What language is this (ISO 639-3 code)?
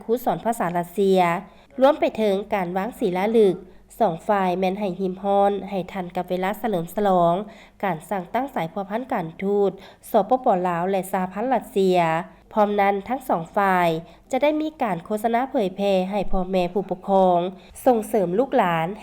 lao